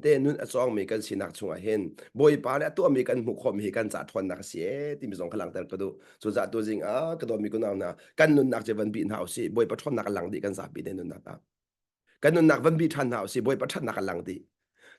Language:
Hakha Chin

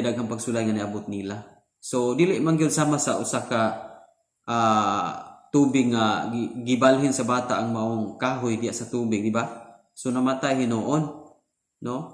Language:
Cebuano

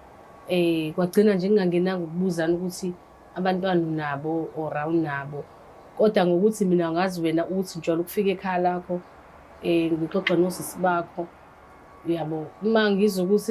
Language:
Zulu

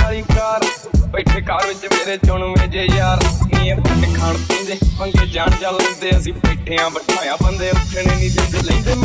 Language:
Punjabi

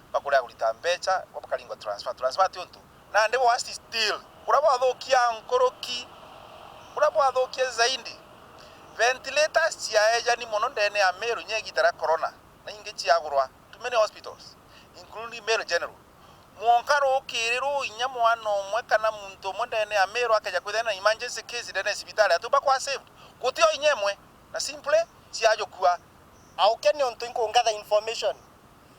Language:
Meru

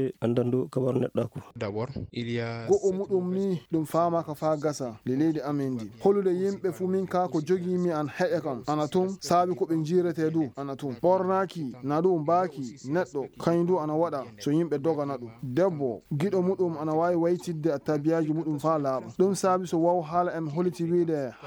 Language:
Fula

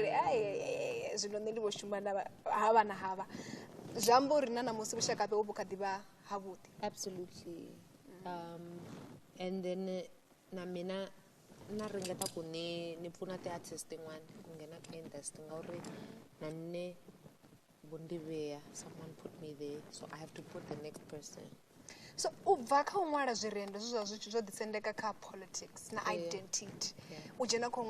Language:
Venda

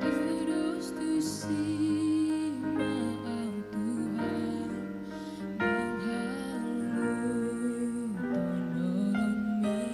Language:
Batak Toba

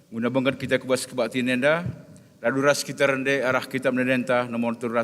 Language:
Batak Karo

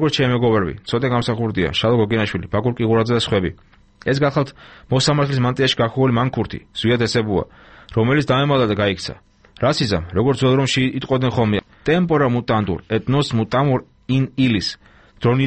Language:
Georgian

